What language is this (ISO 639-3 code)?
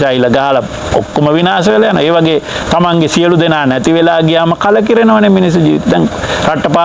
sin